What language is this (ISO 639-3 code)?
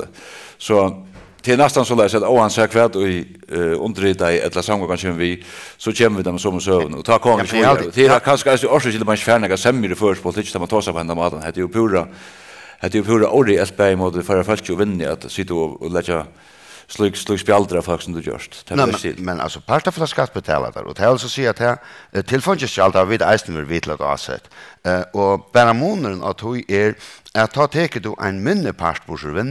fao